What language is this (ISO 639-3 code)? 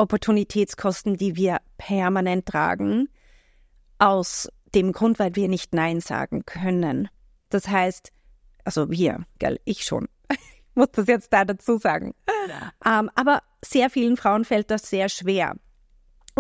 deu